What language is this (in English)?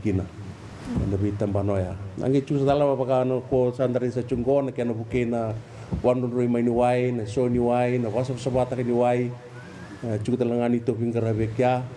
Fijian